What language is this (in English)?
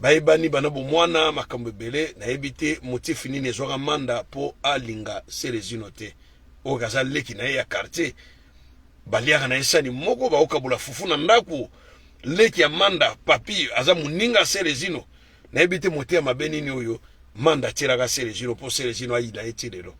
Lingala